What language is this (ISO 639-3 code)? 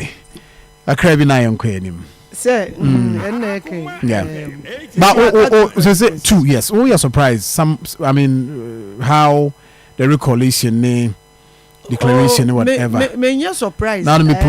aka